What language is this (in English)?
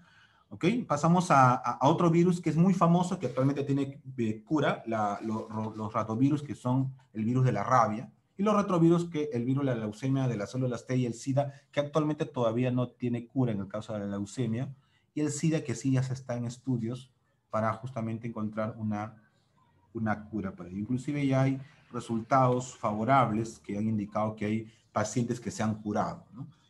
Spanish